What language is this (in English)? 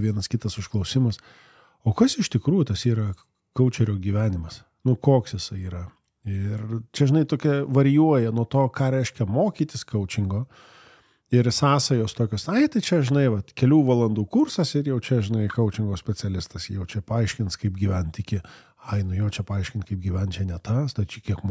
Lithuanian